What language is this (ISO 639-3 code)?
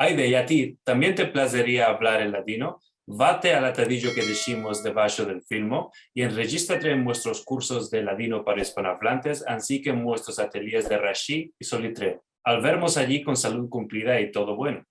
lad